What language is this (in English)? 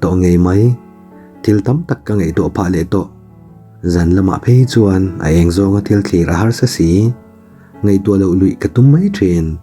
Mizo